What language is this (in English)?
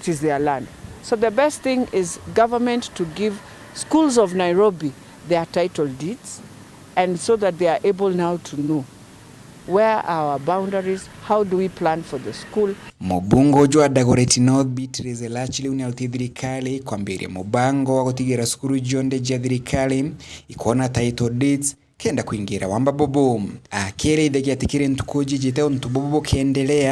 Meru